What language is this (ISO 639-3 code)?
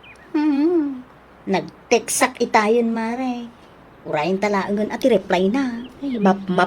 ilo